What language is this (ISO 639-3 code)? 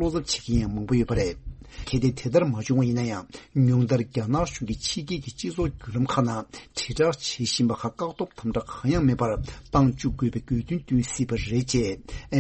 bod